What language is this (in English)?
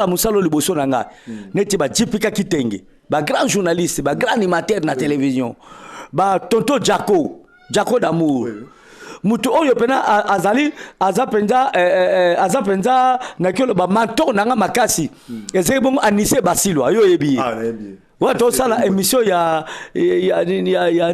Lingala